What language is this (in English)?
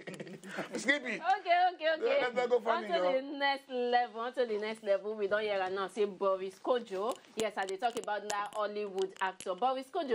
Nigerian Pidgin